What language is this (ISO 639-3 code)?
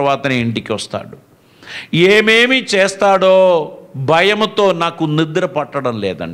tel